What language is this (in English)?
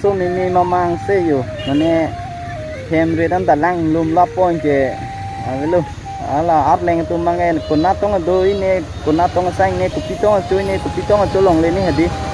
Karbi